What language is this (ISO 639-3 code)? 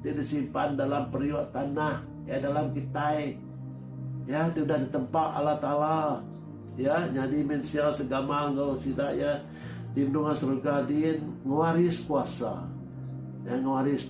iba